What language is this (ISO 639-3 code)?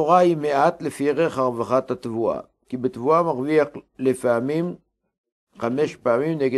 heb